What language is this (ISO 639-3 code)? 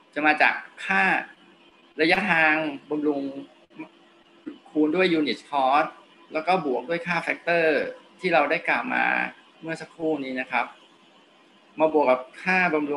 tha